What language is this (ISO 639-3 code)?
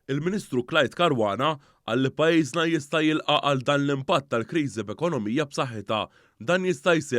mlt